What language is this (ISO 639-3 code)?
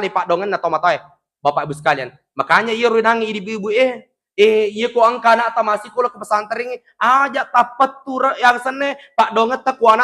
bug